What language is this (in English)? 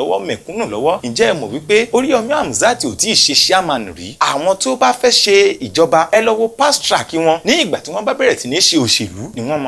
Yoruba